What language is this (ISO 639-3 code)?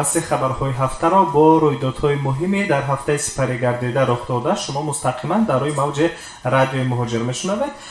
tgk